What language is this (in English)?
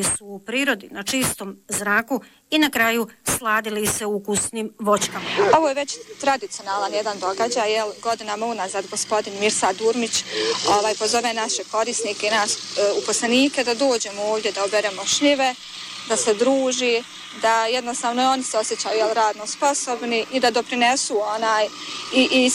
Bosnian